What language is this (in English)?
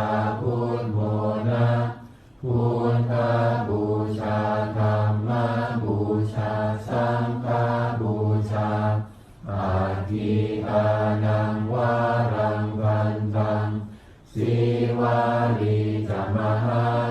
Pali